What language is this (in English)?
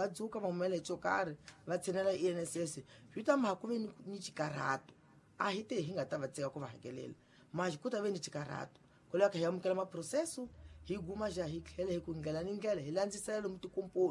Tsonga